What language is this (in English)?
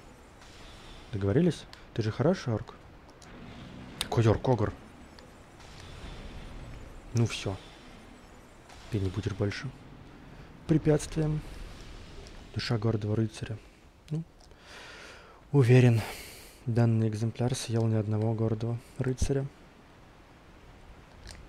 Russian